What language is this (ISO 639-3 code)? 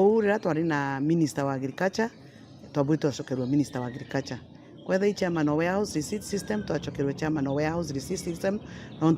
mer